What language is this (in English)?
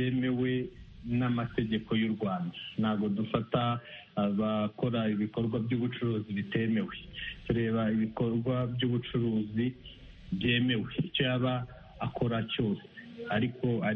Kinyarwanda